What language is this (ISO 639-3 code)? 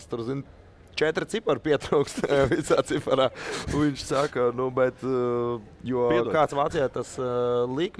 lav